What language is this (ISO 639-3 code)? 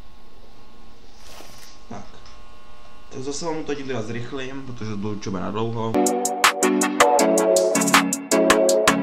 ces